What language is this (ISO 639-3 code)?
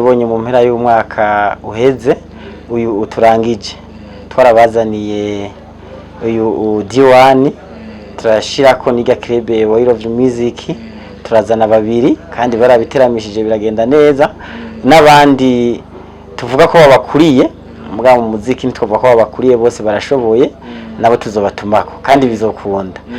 run